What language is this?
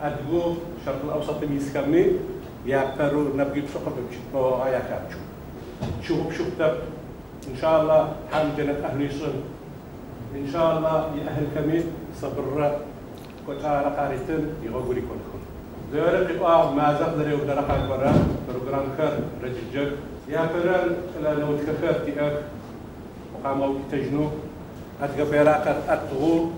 Adyghe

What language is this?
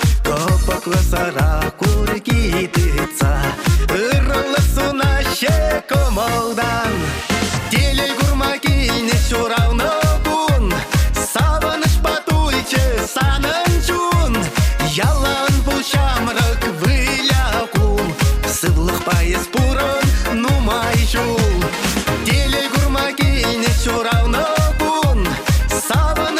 Chuvash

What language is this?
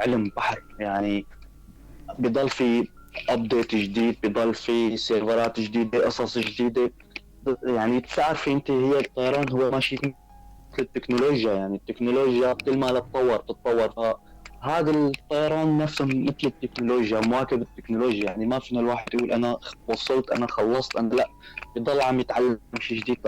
North Levantine Arabic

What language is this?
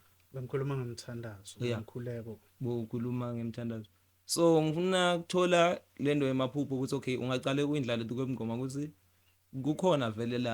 Zulu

